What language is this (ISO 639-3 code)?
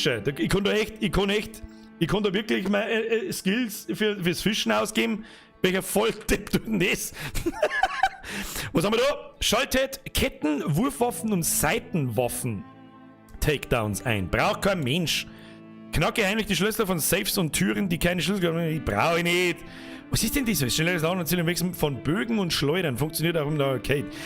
bar